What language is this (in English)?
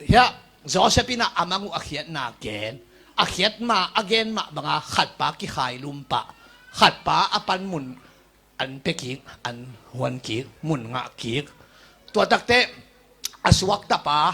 Tedim Chin